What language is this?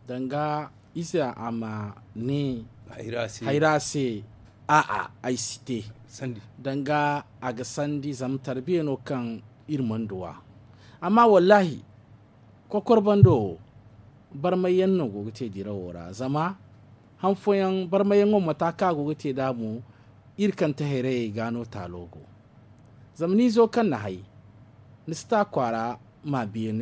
Zarma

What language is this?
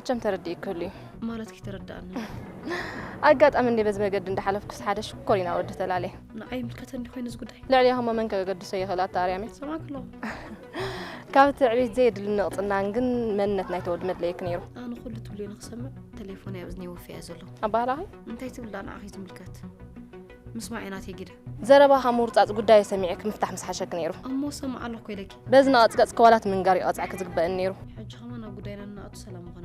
Tigrinya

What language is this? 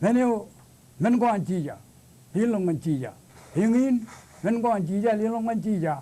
Marshallese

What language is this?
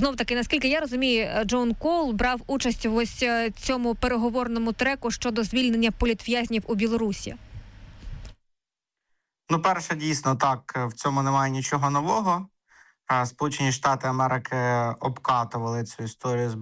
Ukrainian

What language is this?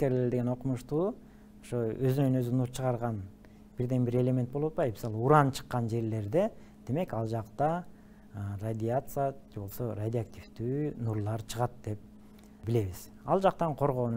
Kyrgyz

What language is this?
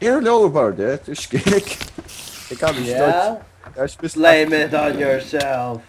Faroese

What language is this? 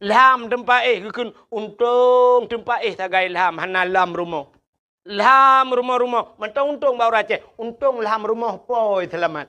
Achinese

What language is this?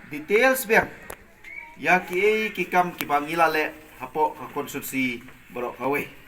Khasi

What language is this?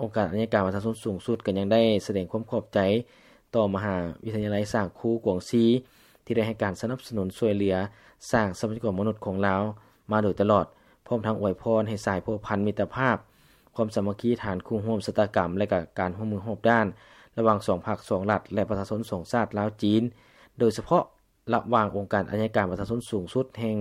Lao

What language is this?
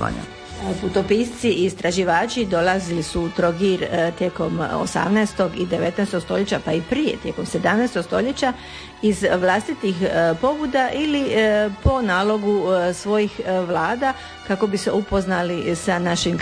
Croatian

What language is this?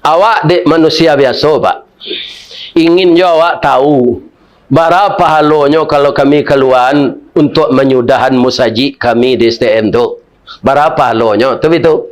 Minangkabau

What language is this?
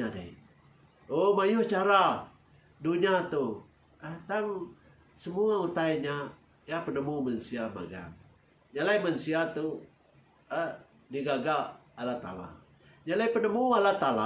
Iban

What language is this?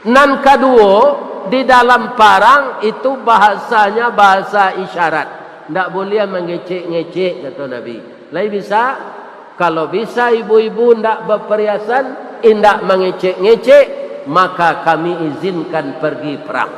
Minangkabau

